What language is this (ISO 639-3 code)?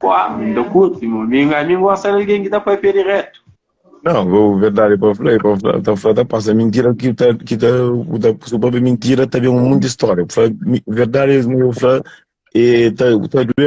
kea